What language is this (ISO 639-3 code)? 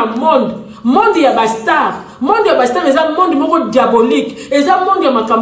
lin